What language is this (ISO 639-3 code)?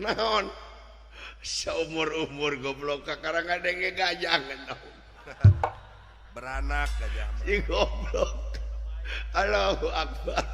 sun